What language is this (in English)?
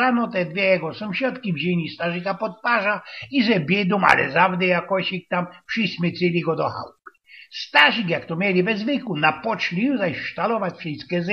Silesian